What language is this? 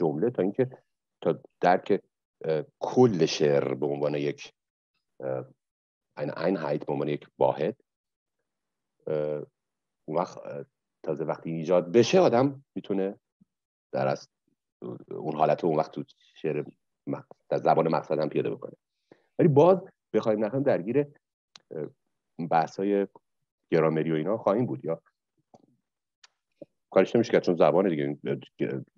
Persian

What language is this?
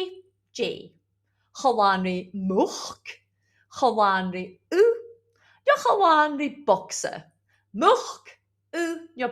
Scottish Gaelic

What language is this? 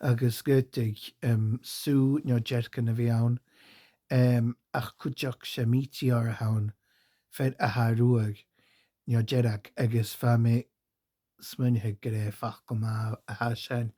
Scottish Gaelic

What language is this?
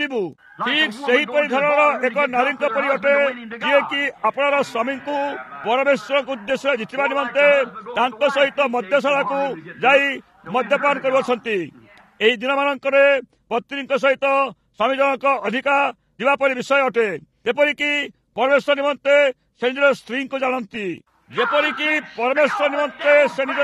Odia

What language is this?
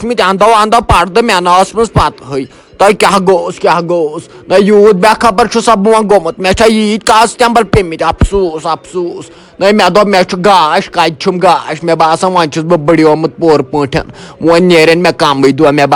Kashmiri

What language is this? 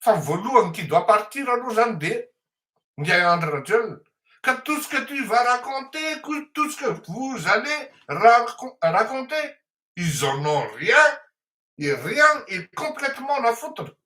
Malagasy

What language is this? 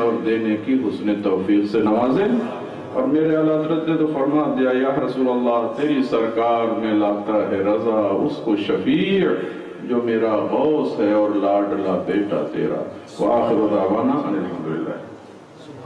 Urdu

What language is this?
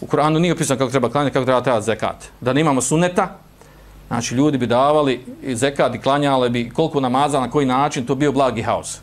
Bosnian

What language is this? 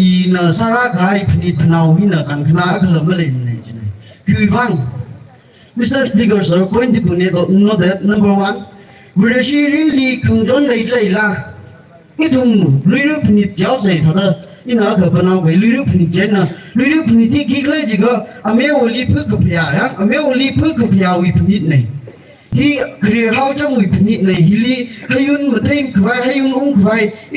Tangkhul Naga (India)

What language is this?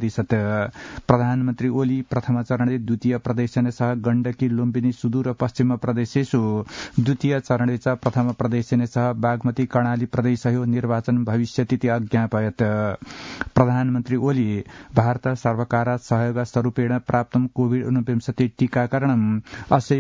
Sanskrit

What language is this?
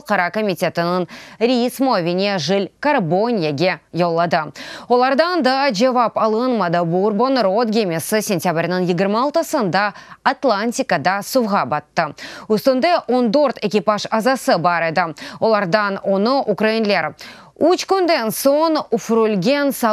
Crimean Tatar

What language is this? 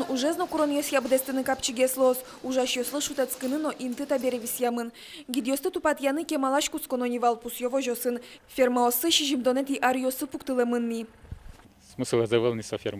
Udmurt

